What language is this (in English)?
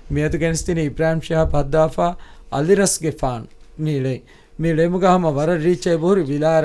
Divehi